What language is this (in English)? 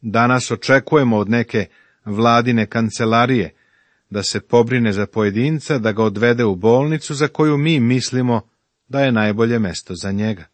Serbian